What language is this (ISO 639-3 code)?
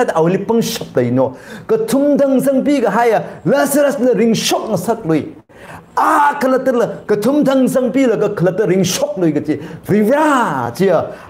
nmf